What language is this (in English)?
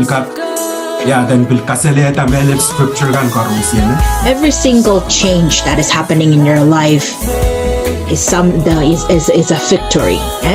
Pohnpeian